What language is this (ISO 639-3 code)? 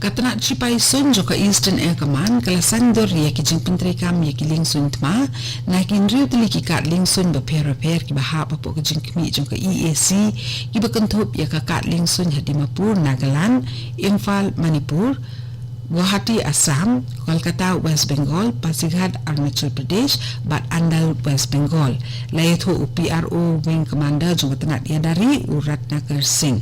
kha